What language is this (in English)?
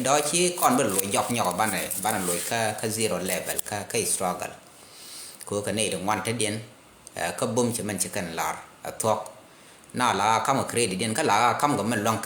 Nuer